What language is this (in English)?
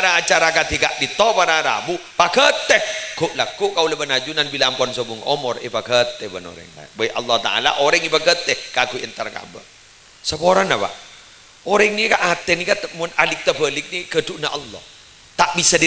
Madurese